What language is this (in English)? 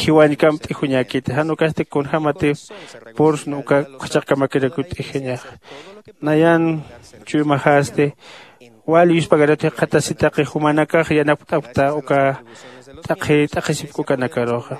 Aymara